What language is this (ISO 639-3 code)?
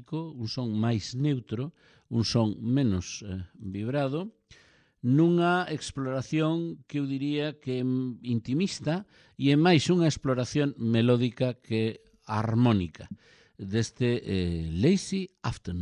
glg